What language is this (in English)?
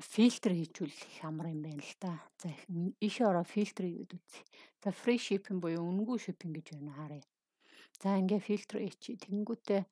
Mongolian